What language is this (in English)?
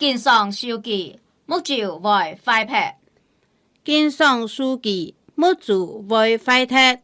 Hakka Chinese